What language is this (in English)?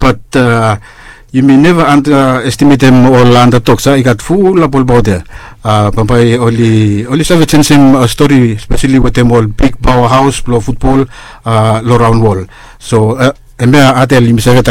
Bislama